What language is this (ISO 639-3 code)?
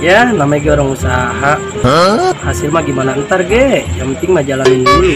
bew